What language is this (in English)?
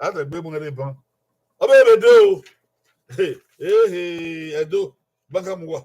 Bini